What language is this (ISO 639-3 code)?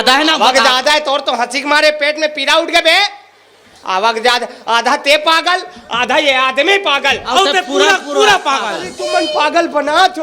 hne